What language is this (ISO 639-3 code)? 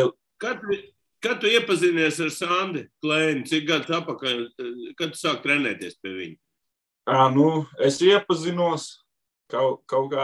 lav